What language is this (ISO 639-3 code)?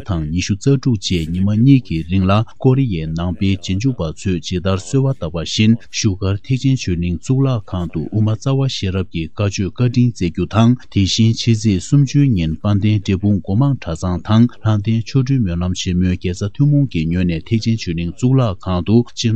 bod